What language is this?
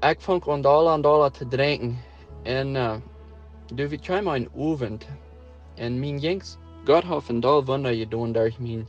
Plautdietsch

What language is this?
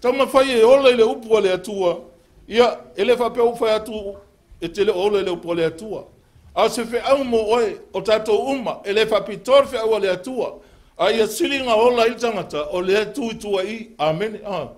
Samoan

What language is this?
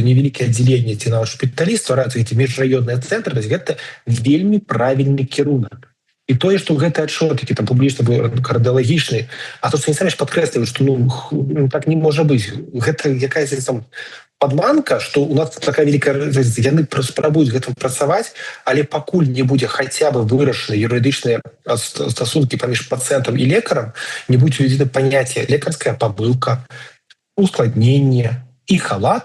Belarusian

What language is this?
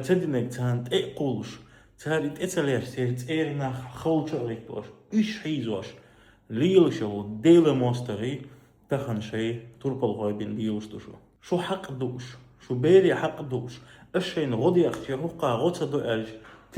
Chechen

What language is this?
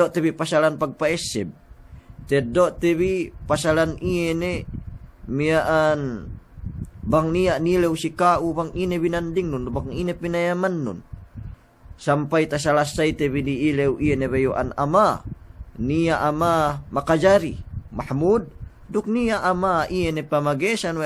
Yakan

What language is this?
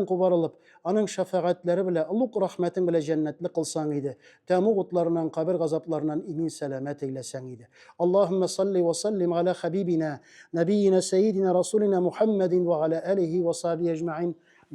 Tatar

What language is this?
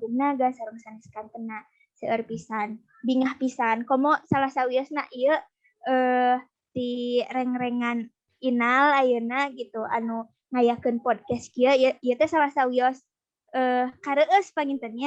Sundanese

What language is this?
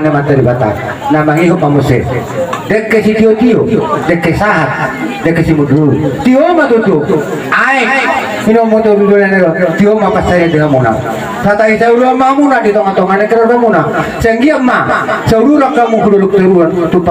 Batak Toba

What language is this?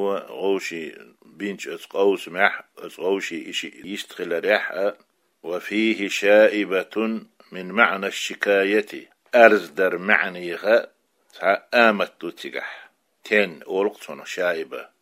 Chechen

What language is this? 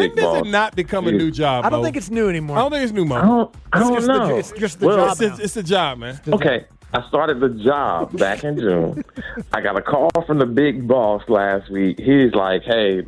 English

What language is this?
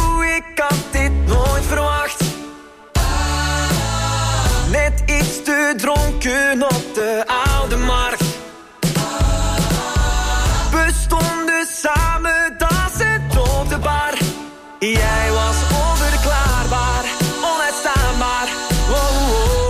Dutch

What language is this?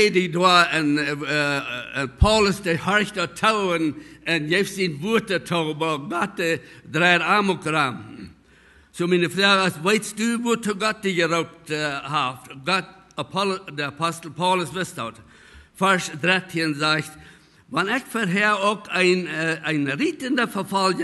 Plautdietsch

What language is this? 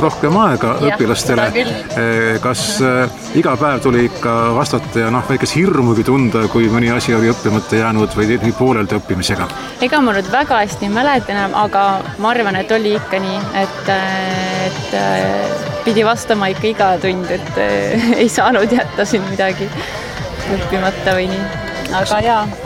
Estonian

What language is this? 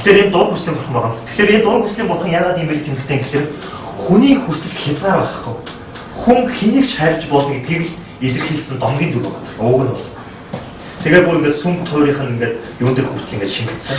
Mongolian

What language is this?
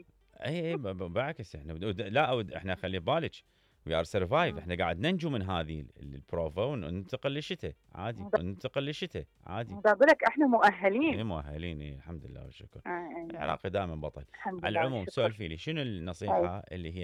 Mesopotamian Arabic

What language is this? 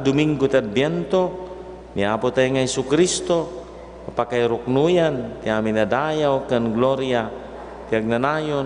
Iloko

